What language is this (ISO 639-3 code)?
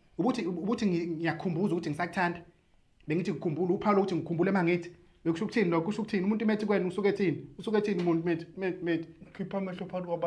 zul